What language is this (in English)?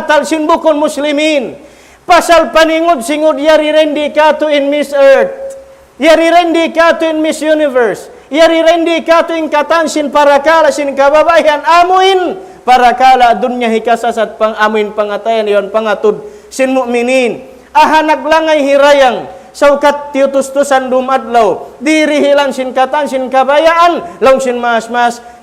Tausug